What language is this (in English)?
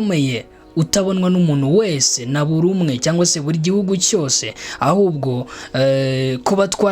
Kinyarwanda